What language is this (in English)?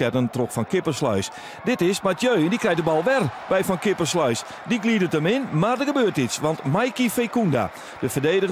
Western Frisian